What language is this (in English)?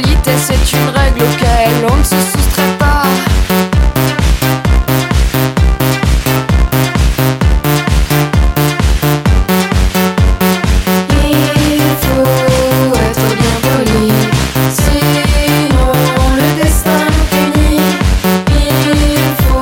French